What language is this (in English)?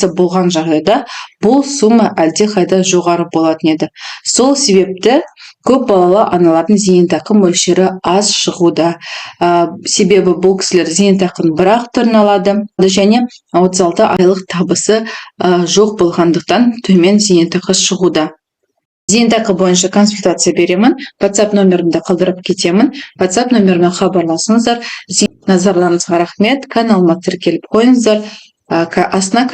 Kazakh